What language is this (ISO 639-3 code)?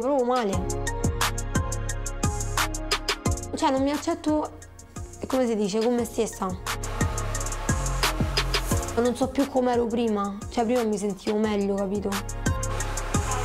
ita